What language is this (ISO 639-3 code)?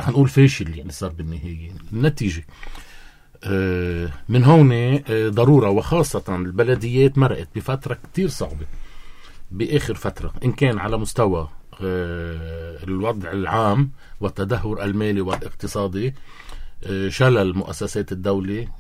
apc